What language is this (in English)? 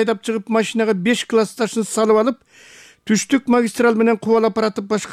Kyrgyz